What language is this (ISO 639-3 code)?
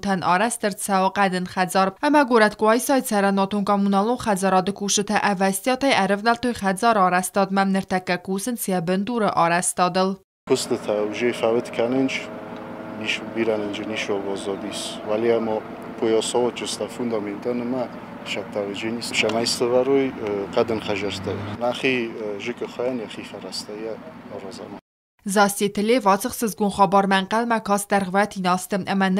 oss